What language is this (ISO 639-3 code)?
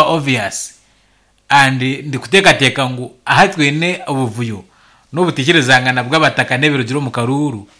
nyn